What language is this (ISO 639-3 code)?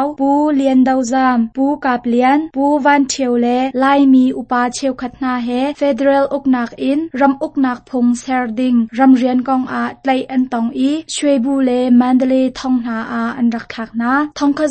cnh